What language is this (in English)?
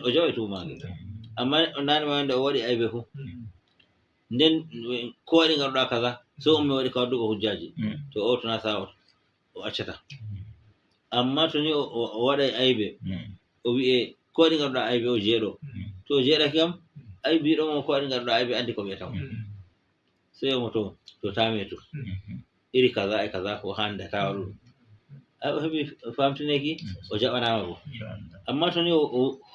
Fula